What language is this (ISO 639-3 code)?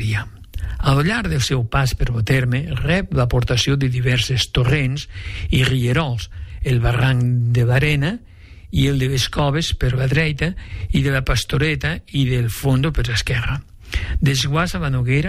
cat